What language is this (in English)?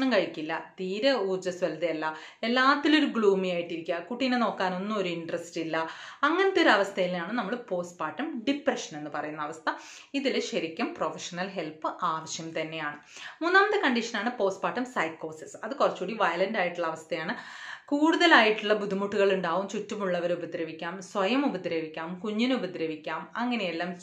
Malayalam